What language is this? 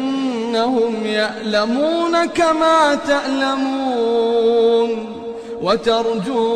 Arabic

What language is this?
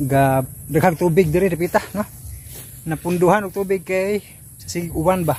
Cebuano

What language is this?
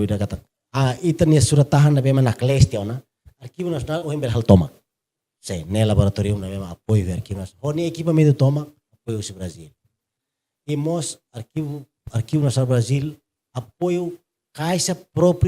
Tetum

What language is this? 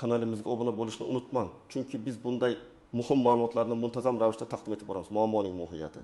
Uzbek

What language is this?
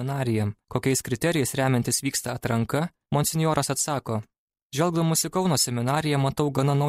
Lithuanian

